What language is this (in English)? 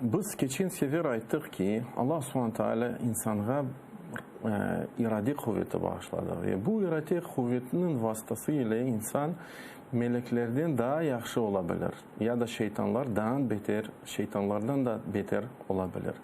Crimean Tatar